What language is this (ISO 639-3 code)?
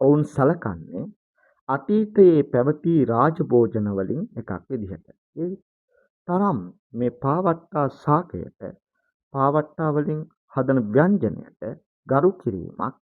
sin